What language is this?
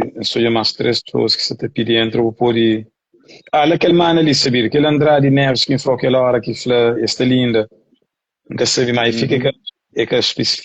Kabuverdianu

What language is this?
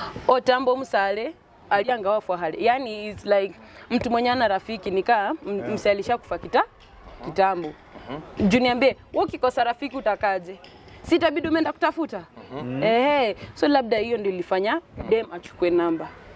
Swahili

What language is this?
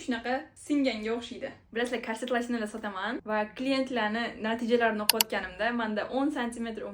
Uzbek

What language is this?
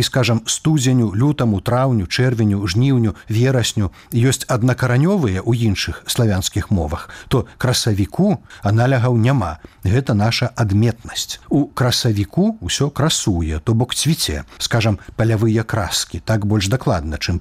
Belarusian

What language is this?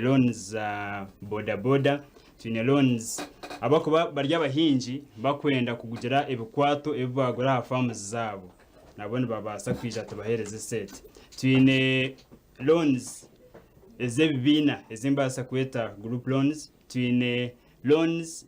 Nyankole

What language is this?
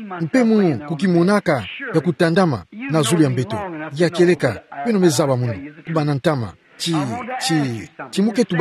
Kituba (Democratic Republic of Congo)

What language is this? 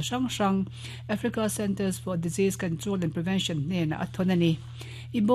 Mizo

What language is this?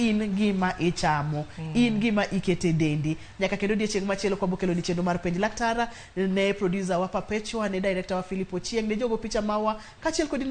Luo (Kenya and Tanzania)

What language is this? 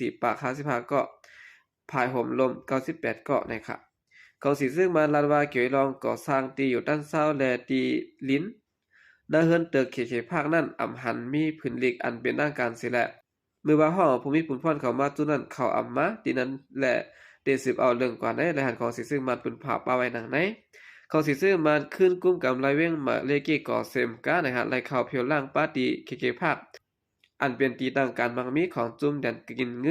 Shan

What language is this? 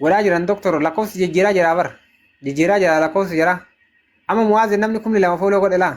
Oromo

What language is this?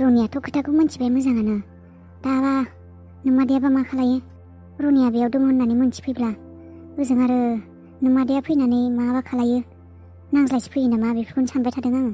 Bodo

